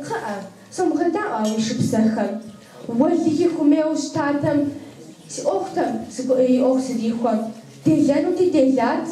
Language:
Kabardian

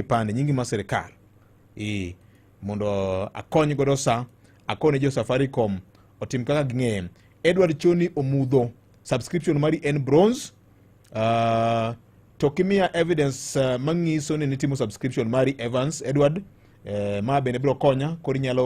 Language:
Luo (Kenya and Tanzania)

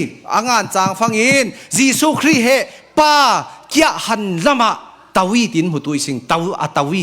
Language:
Falam Chin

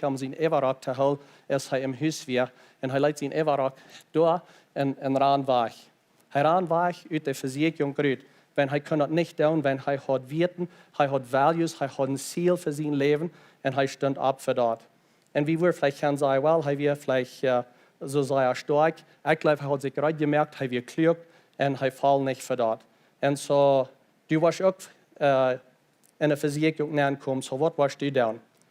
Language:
Plautdietsch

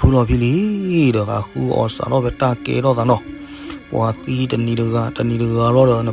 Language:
S'gaw Karen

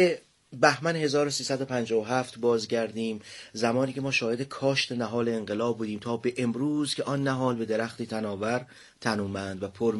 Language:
Persian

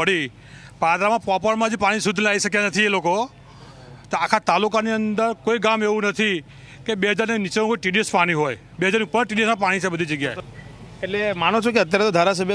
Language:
Gujarati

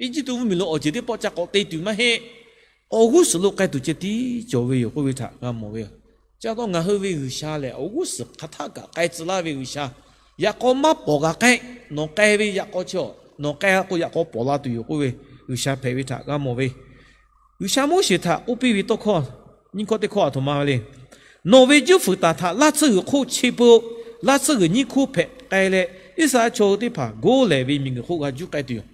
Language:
Lahu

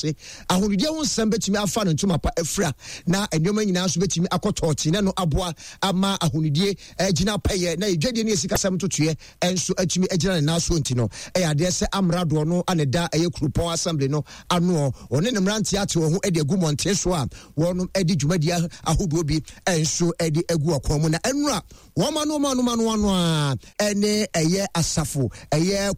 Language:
Akan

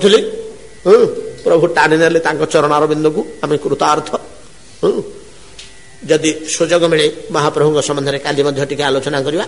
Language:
Odia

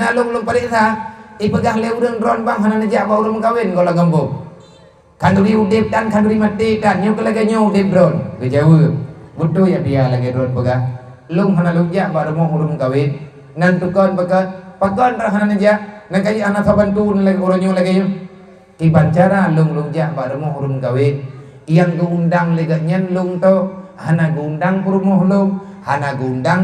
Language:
Achinese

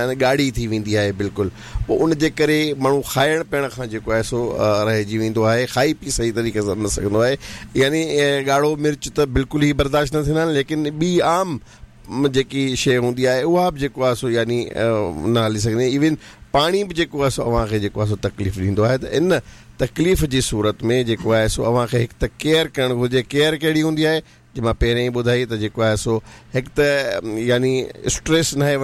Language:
Sindhi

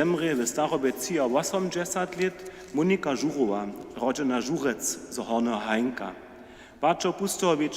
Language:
Upper Sorbian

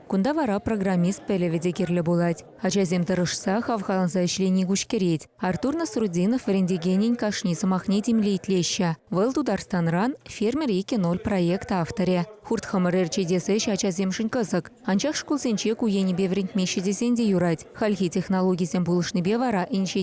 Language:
Chuvash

